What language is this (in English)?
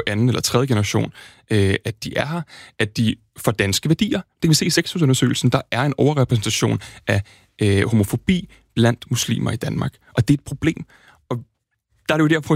Danish